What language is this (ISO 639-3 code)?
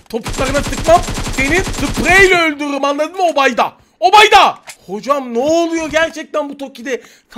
tur